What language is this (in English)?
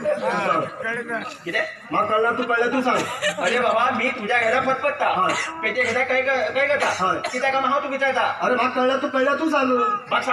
Konkani